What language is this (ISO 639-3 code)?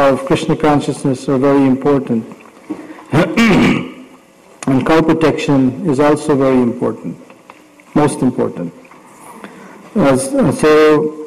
eng